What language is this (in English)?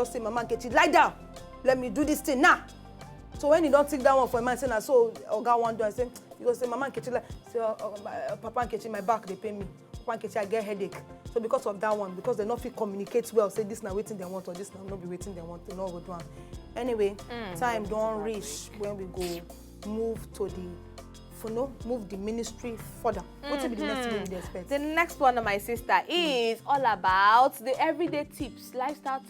Nigerian Pidgin